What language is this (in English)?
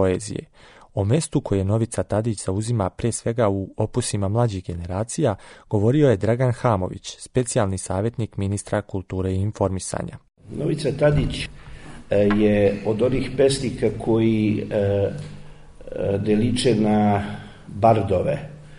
Serbian